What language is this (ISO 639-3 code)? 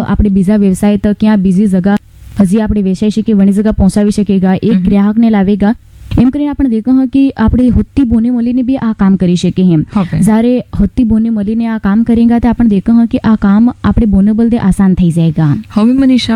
guj